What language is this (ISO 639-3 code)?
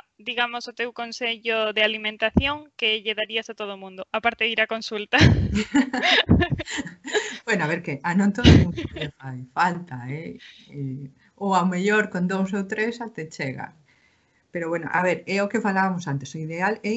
glg